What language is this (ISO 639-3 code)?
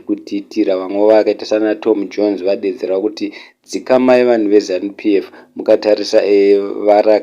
sna